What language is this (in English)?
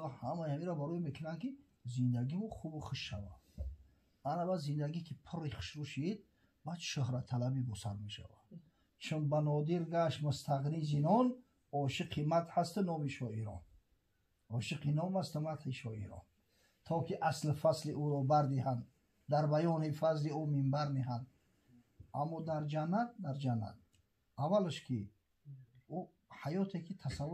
Tajik